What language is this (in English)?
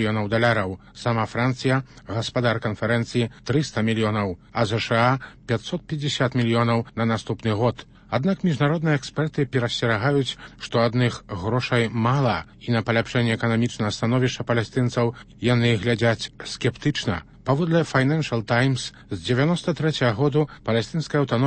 Belarusian